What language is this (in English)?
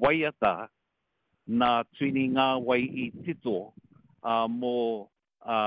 Māori